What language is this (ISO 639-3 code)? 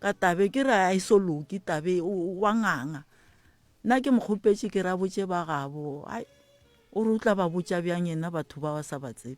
nso